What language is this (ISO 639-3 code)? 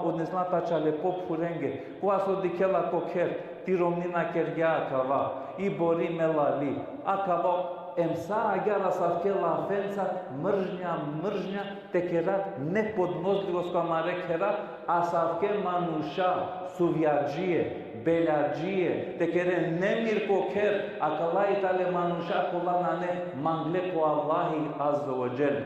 rmn